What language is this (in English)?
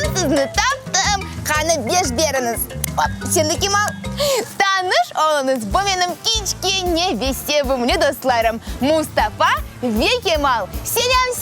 Crimean Tatar